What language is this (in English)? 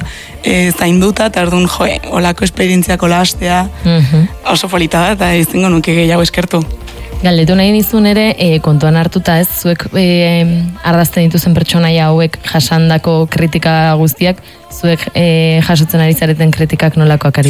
Basque